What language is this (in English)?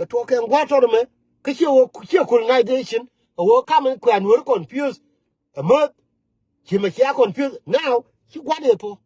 Nuer